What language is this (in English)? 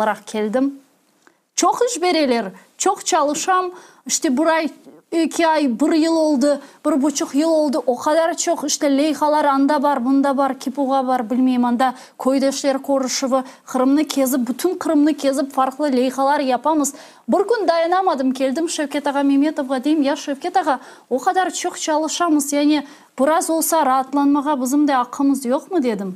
Crimean Tatar